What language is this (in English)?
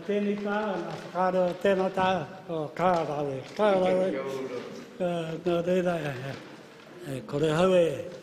Māori